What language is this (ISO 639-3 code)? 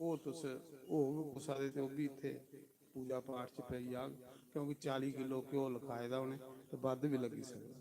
doi